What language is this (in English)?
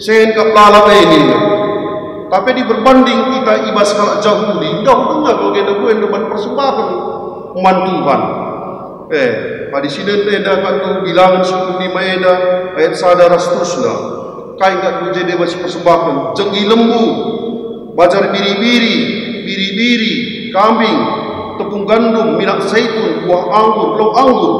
Batak Karo